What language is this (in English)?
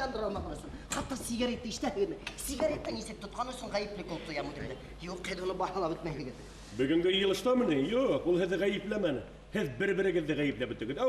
Bashkir